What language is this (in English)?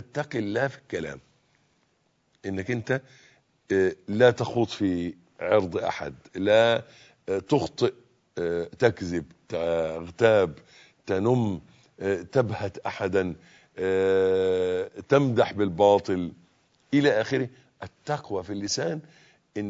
Arabic